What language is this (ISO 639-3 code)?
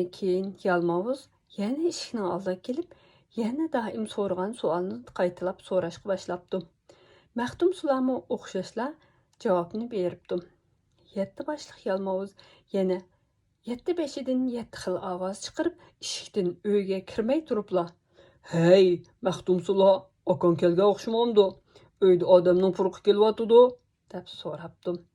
uig